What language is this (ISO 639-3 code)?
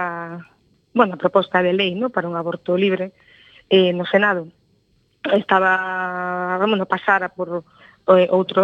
glg